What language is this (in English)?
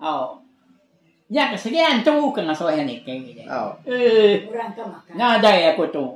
Iban